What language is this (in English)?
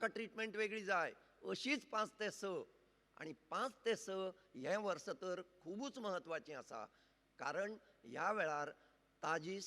Konkani